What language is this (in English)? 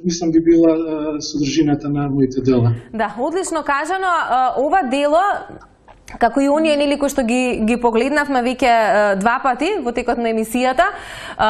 Macedonian